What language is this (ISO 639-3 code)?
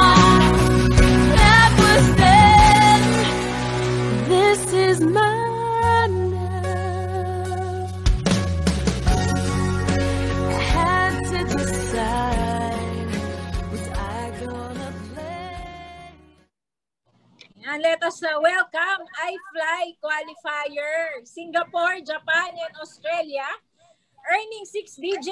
fil